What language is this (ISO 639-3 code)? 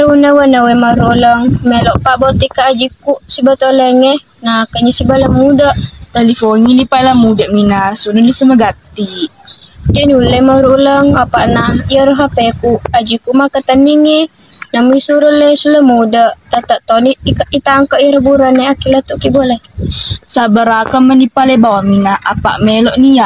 bug